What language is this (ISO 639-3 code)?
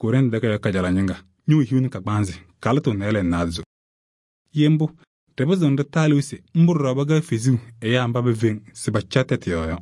kbp